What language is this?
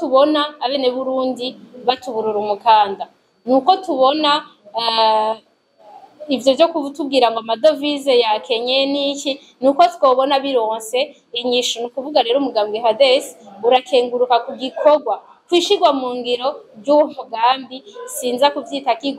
Rundi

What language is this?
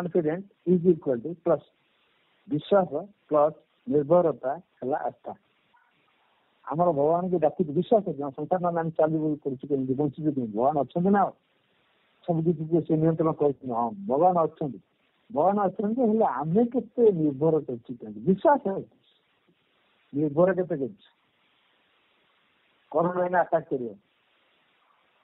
Odia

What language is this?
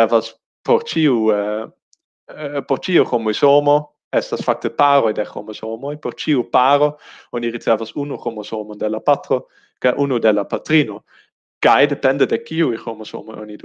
Esperanto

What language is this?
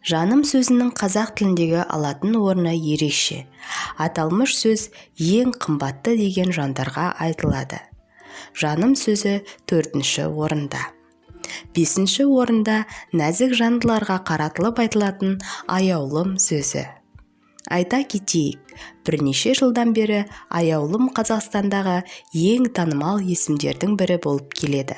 Kazakh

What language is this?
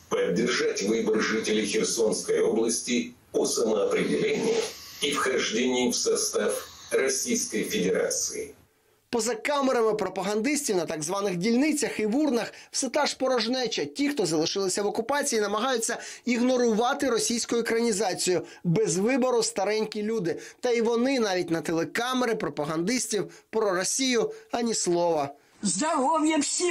Ukrainian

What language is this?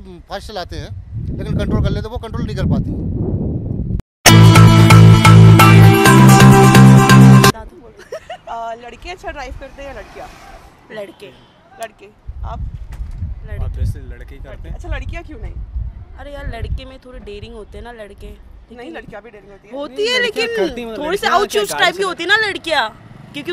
Hindi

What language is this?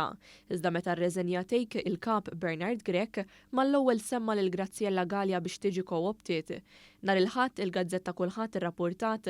Maltese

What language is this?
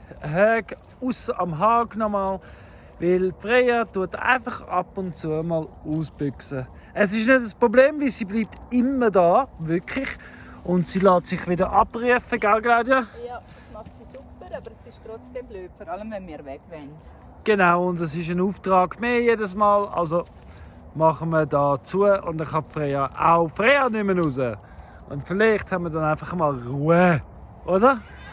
Swiss German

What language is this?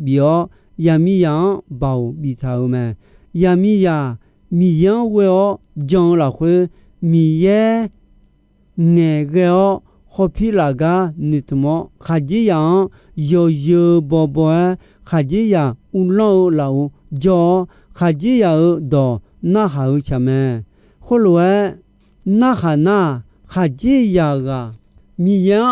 Akha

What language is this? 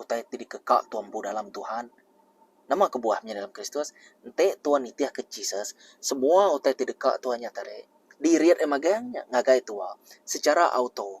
Iban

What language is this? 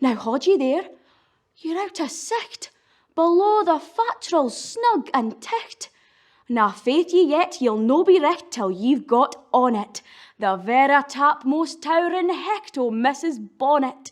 Scots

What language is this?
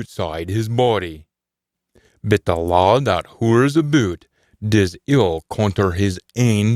Scots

